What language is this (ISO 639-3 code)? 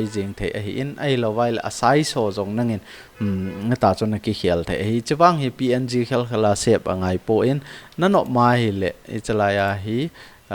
tcz